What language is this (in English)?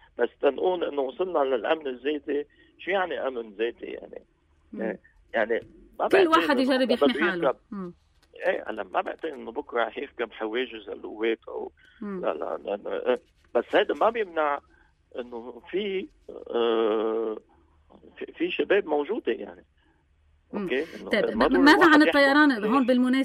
North Levantine Arabic